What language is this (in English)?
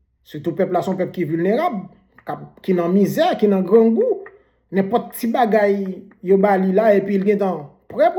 Haitian Creole